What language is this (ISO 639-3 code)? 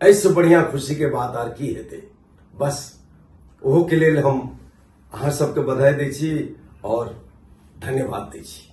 mai